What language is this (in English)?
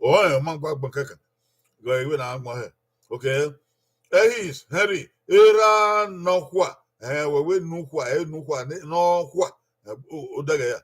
Bini